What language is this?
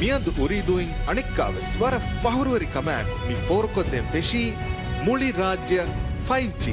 Divehi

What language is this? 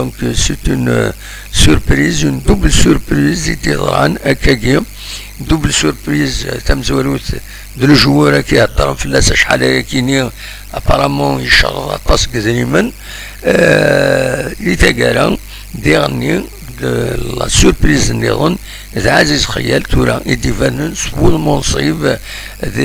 Kabyle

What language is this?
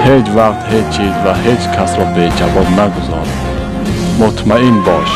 Tajik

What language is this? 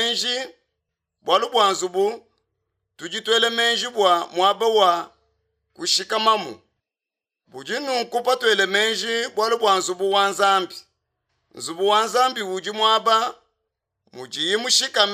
Luba-Lulua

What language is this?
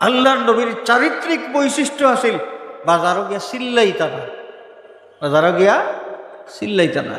Sylheti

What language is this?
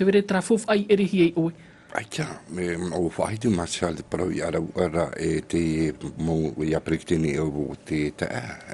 Tahitian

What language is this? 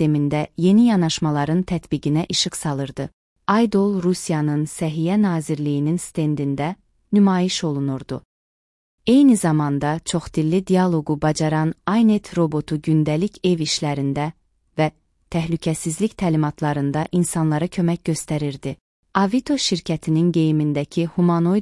Azerbaijani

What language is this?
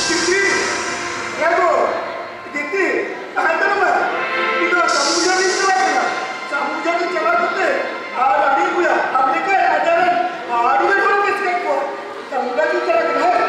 Santali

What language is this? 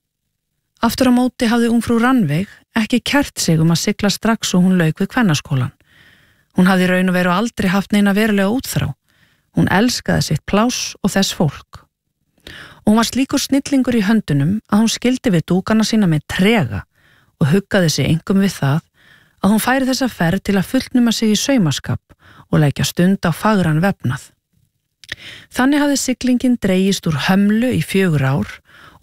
Icelandic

